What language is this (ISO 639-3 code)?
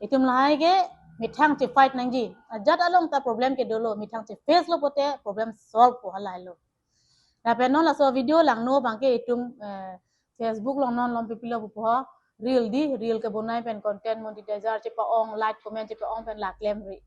mjw